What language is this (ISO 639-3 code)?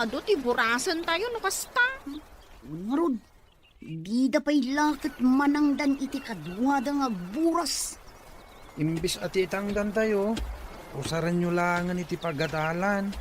ilo